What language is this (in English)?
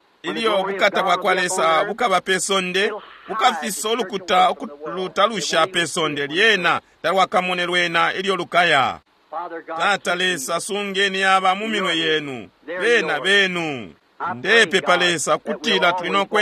Bemba